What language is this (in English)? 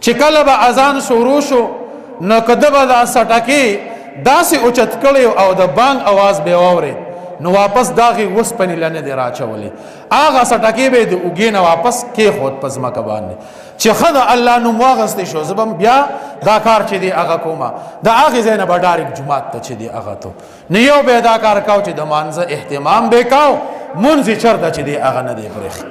Pashto